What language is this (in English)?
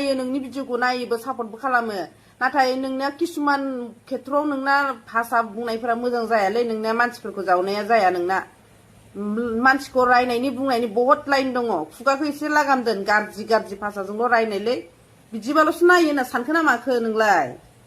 Bodo